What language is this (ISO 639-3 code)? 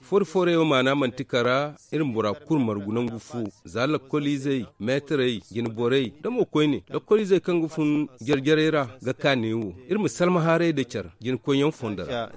dje